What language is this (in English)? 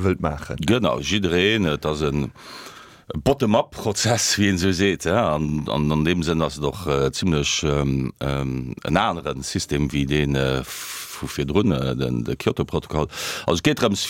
Luxembourgish